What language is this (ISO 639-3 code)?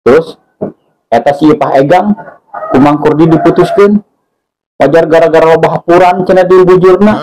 sun